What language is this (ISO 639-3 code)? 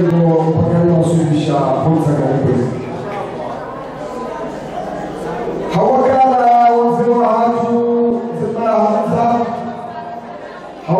swa